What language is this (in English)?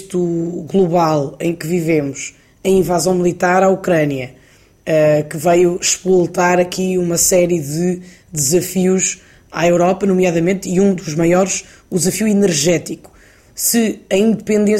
Portuguese